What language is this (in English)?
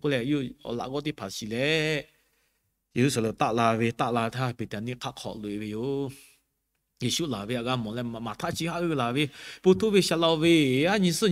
Lahu